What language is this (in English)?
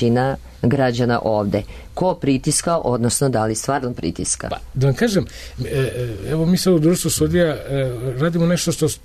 Serbian